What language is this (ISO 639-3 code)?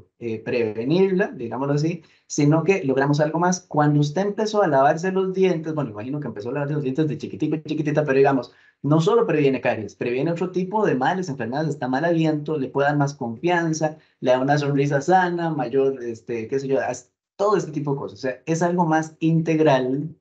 spa